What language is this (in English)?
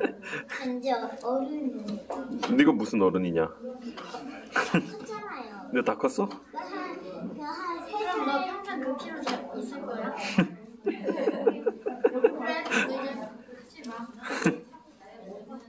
Korean